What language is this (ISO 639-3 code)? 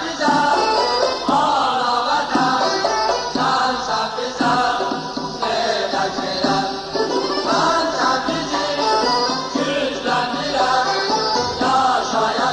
azb